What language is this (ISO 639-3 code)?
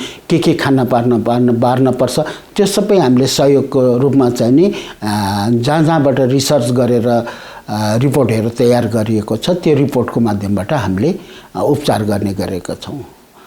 nep